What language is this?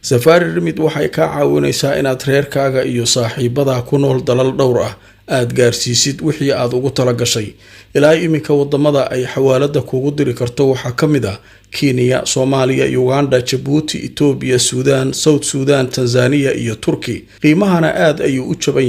Somali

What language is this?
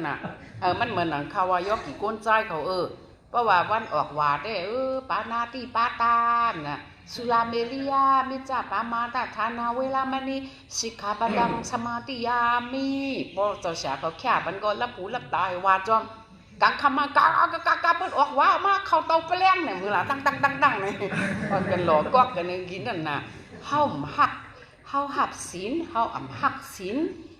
Shan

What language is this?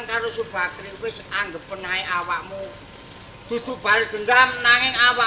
Javanese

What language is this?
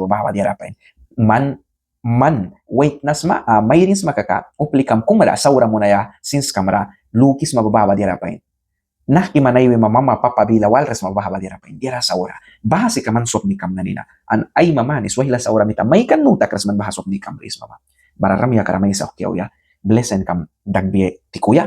Mískito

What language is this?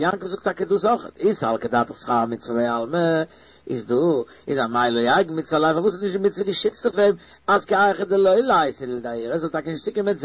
Yiddish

